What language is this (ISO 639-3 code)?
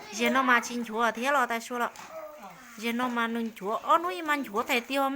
hmn